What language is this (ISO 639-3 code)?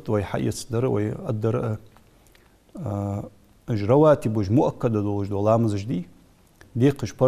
inh